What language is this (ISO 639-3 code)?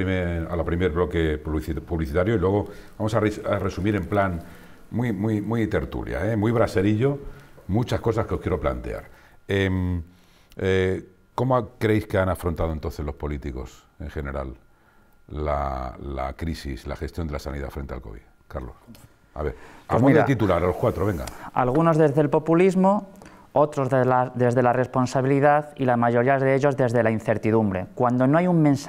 spa